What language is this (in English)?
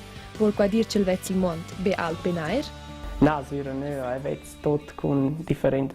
Romansh